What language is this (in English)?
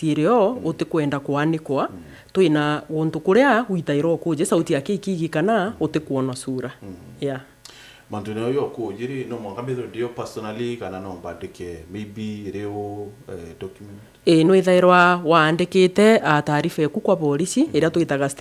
Meru